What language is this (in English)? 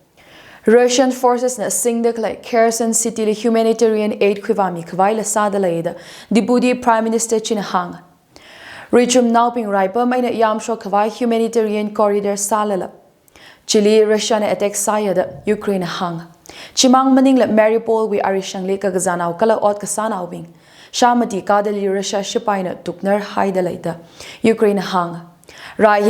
Tangkhul Naga (India)